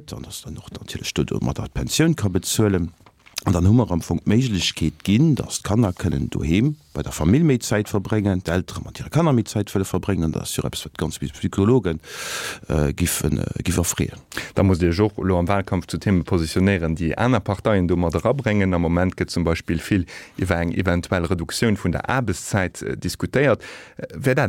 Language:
Luxembourgish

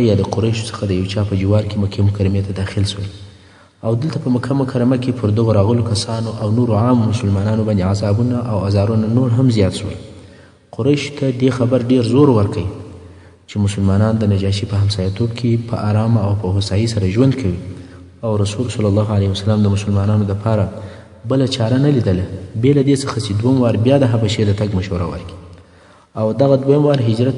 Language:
Pashto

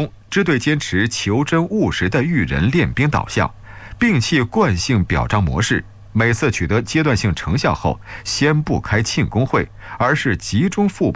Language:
Chinese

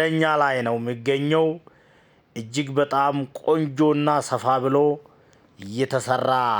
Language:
Amharic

